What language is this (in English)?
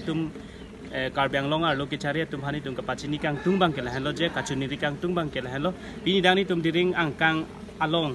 Karbi